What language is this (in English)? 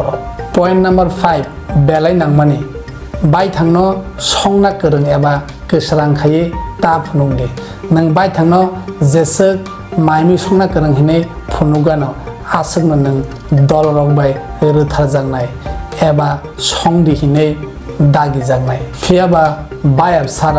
Kok Borok